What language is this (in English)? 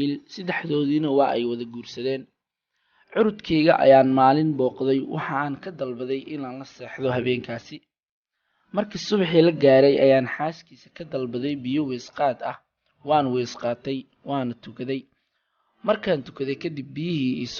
Somali